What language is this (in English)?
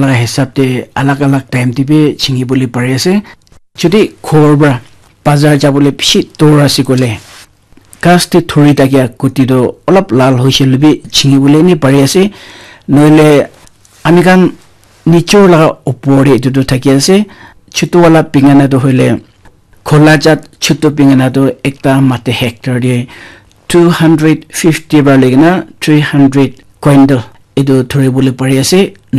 Naga Pidgin